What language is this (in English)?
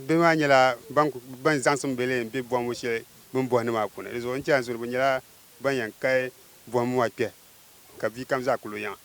Dagbani